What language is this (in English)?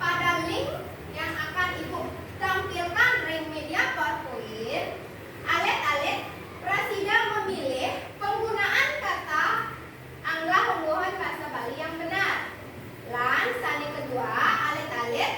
Balinese